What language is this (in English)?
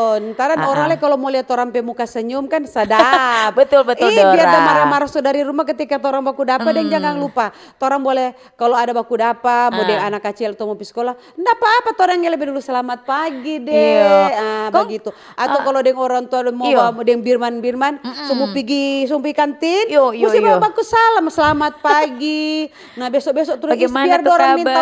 Manado Malay